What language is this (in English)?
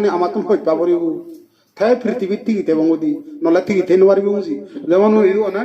Chakma